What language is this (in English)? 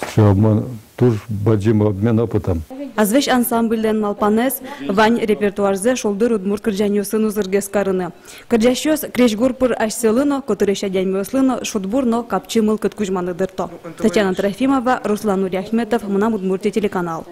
Udmurt